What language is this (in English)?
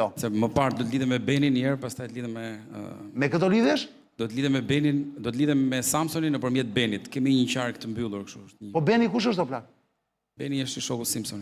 Albanian